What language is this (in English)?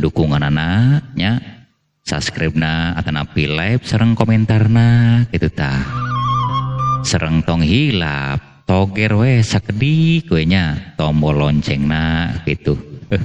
Sundanese